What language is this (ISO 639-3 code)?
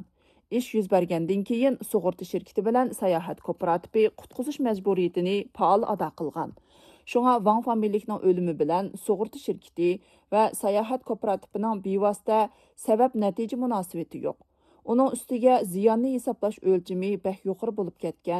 uig